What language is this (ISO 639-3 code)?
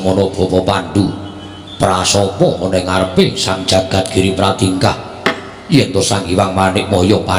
jav